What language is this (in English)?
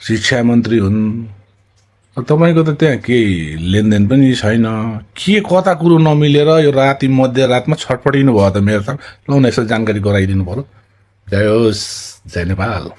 Nepali